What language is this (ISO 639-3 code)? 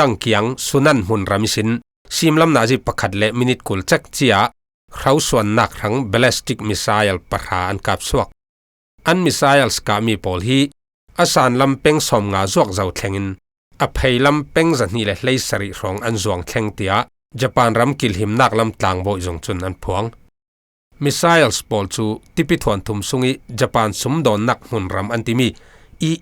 cfm